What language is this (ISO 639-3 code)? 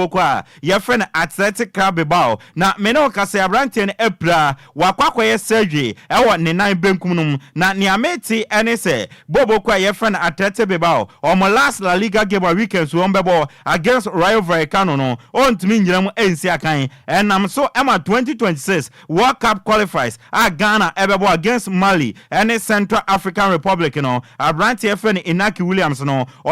aka